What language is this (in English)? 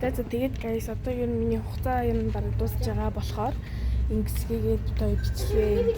Mongolian